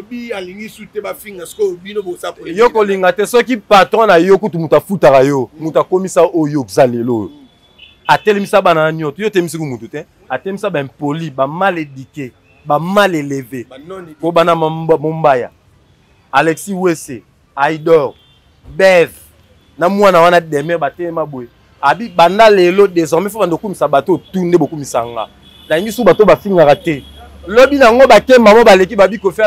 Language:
Lingala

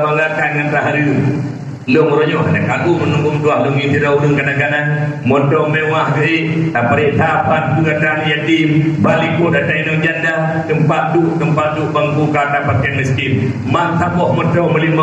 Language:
Achinese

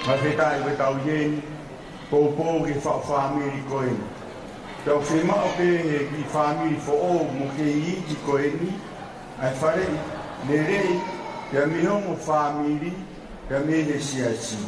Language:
Tongan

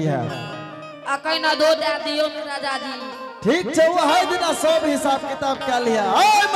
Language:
Angika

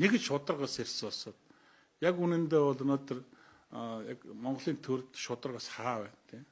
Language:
Mongolian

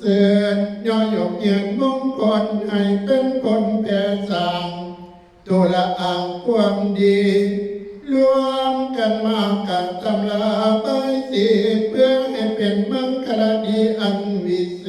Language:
Northeastern Thai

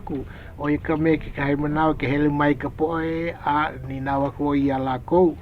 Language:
Hawaiian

